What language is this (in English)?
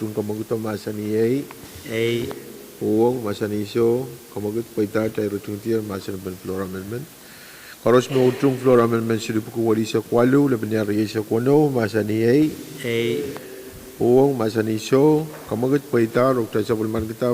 Pohnpeian